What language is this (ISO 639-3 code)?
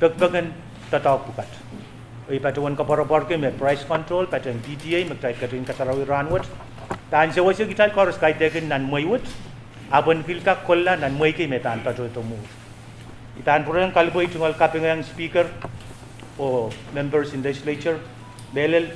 pon